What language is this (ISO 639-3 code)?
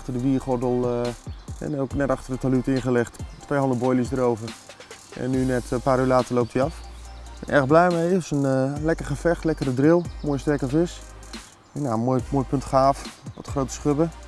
nld